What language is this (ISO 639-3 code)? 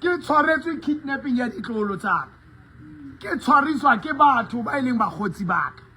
sot